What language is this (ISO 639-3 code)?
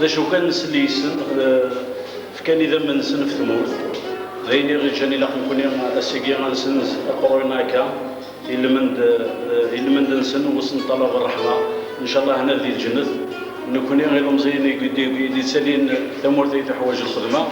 kab